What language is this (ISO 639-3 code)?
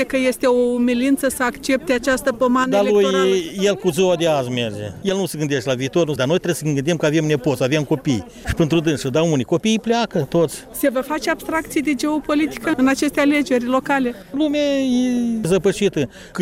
ron